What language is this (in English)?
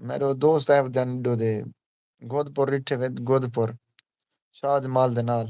Saraiki